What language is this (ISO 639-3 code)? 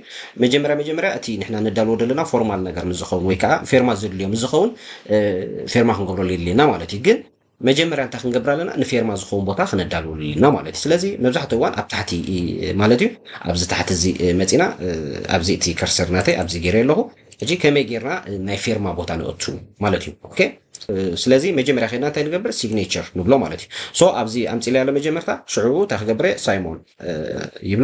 tir